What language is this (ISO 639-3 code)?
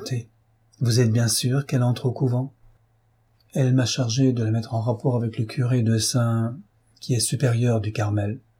fra